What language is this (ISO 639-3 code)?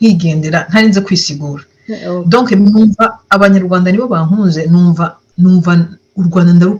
run